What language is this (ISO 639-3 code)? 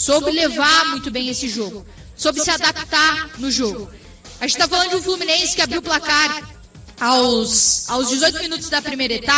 por